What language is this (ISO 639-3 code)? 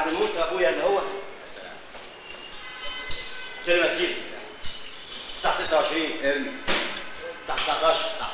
arz